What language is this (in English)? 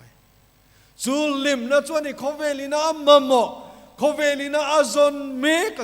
Mizo